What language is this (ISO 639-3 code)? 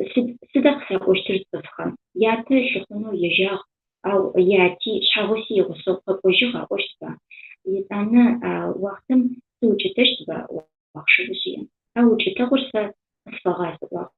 ady